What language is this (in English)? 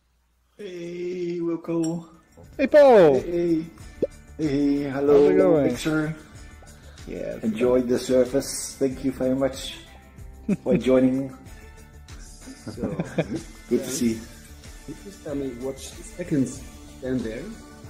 English